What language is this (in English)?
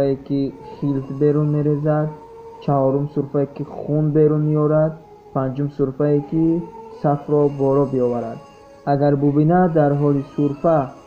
Tajik